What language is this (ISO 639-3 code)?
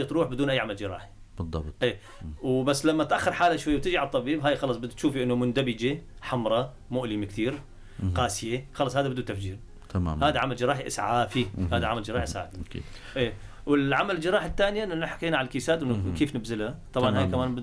apc